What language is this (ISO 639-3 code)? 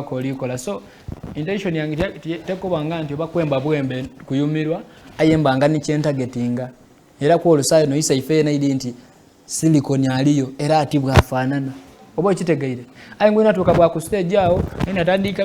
xog